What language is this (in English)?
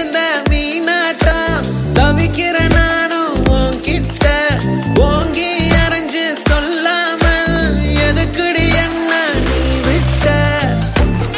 Tamil